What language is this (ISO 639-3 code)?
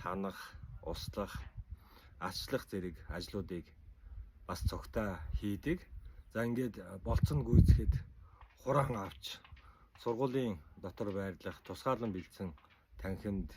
mon